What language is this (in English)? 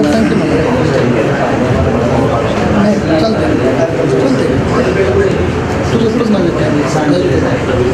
Marathi